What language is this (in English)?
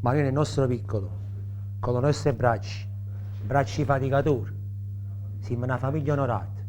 Neapolitan